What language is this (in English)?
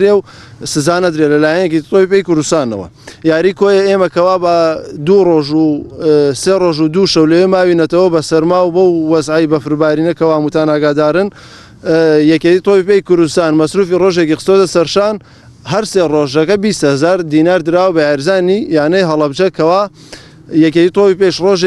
Central Kurdish